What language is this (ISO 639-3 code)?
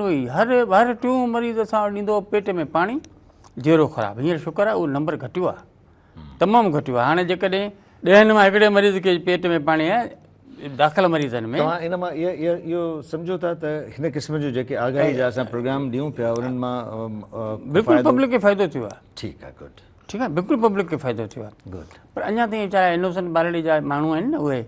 snd